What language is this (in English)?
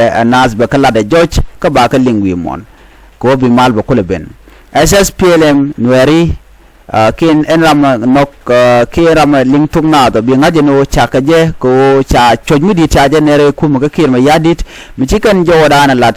Nuer